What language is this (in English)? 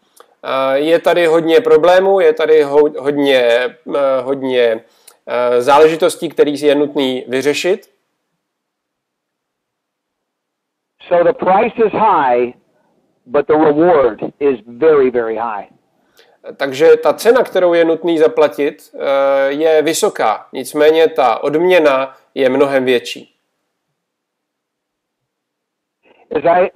Czech